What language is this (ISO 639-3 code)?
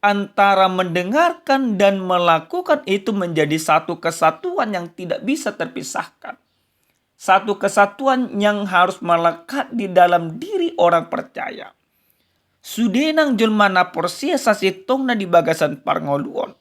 bbc